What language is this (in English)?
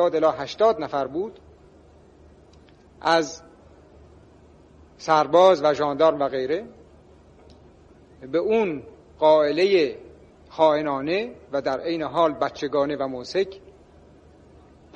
Persian